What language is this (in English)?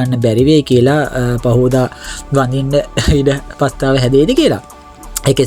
Sinhala